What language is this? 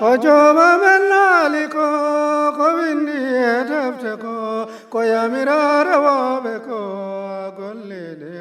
Fula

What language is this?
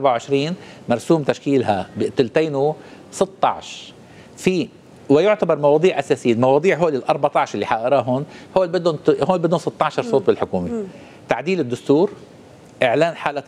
North Levantine Arabic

